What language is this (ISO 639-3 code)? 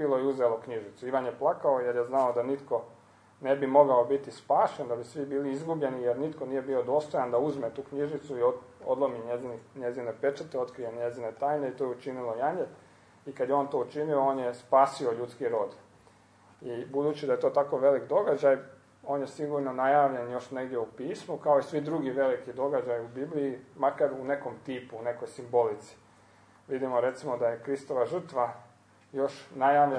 hrv